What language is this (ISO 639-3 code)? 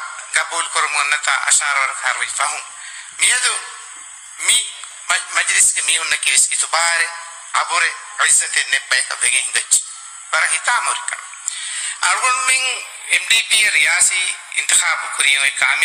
div